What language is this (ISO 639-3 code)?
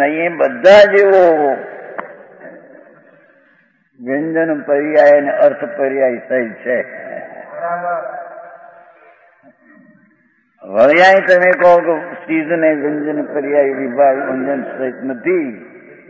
guj